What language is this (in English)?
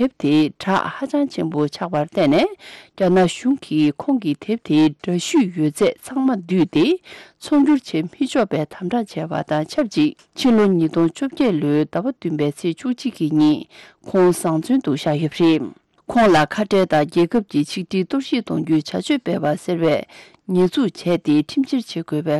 Tibetan